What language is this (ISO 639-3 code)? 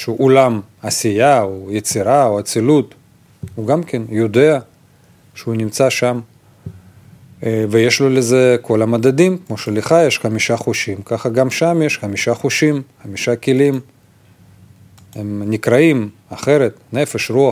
heb